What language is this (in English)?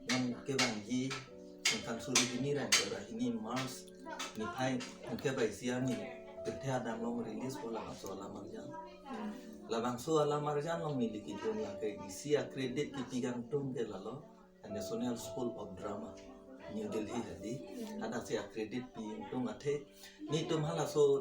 Karbi